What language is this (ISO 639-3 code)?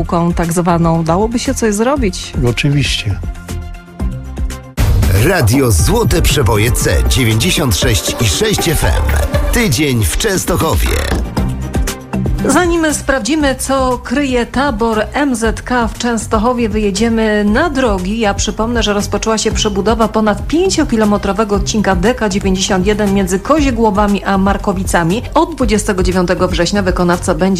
pol